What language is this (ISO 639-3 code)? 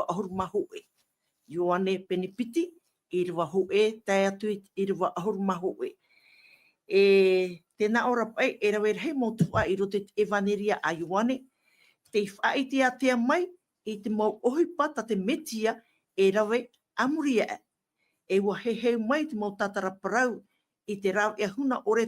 tah